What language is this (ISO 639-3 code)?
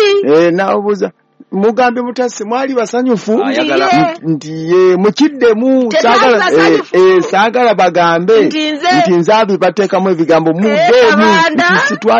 lug